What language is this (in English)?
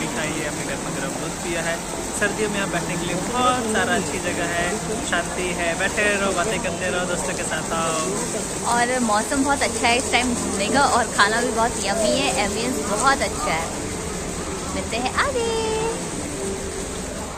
Hindi